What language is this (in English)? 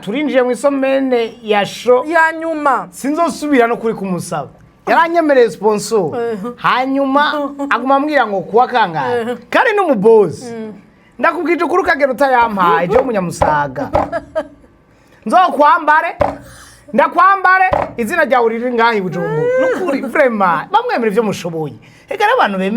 Rundi